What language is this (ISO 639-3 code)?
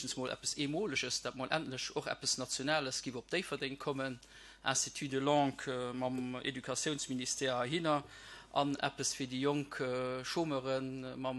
ltz